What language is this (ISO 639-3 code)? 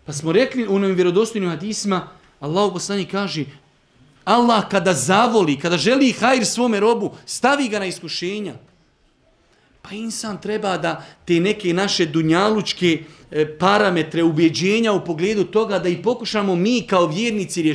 bos